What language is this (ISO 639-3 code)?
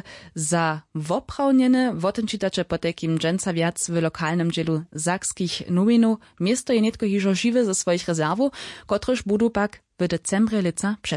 hsb